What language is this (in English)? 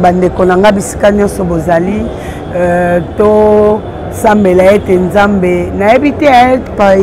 Lingala